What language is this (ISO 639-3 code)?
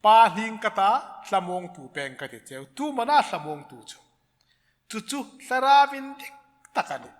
hmr